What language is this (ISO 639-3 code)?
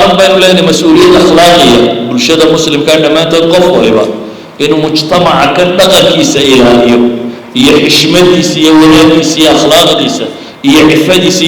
som